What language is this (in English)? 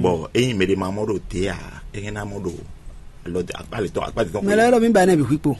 Fon